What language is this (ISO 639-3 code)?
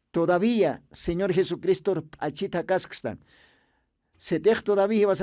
aym